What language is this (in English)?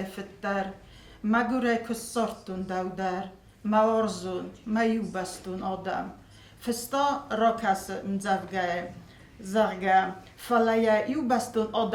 Ossetic